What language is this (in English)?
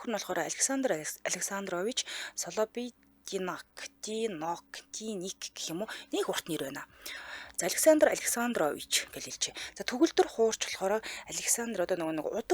Mongolian